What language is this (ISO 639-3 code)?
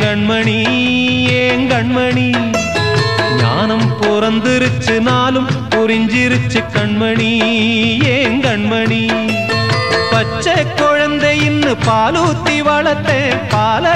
tam